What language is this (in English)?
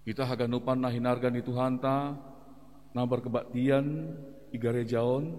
Batak Simalungun